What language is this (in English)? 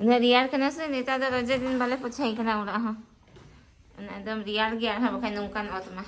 Santali